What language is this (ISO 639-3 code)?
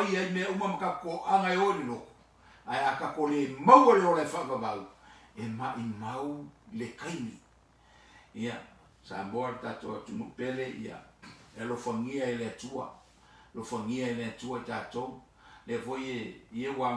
smo